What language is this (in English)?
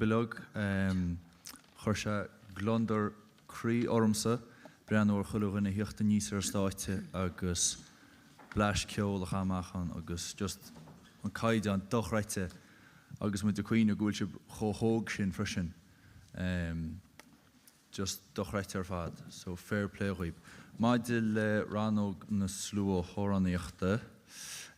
Irish